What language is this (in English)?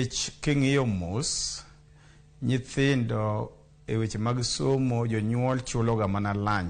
Luo (Kenya and Tanzania)